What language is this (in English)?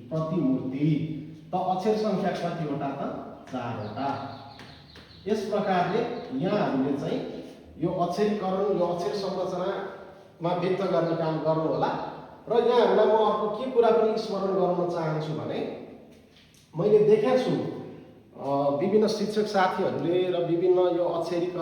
Nepali